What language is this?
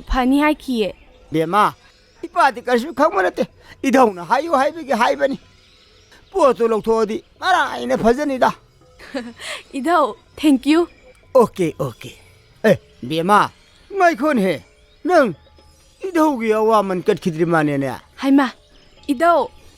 Manipuri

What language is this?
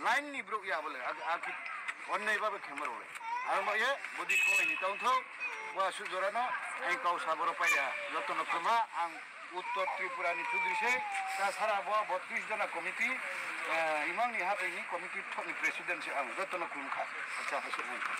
Kok Borok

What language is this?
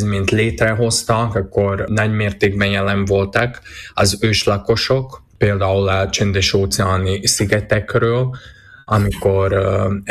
Hungarian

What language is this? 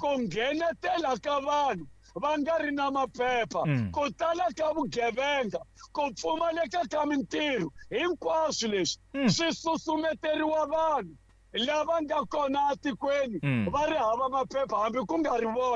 Tsonga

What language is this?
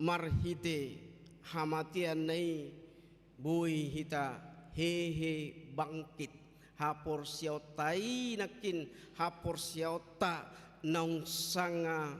Batak Toba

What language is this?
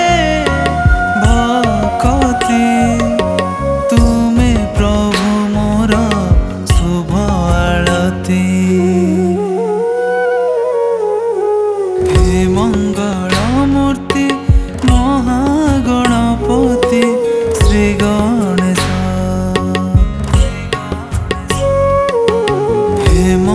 Odia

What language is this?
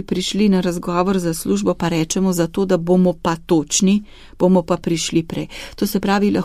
Slovenian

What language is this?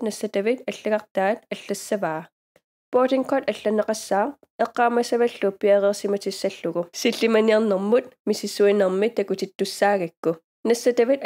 Kalaallisut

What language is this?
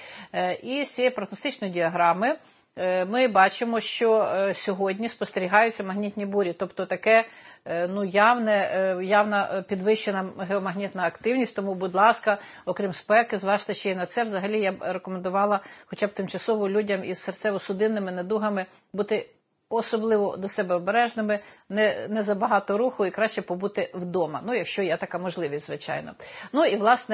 Ukrainian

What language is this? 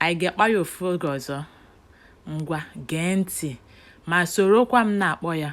Igbo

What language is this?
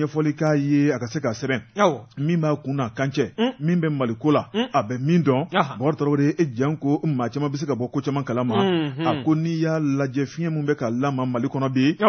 Bambara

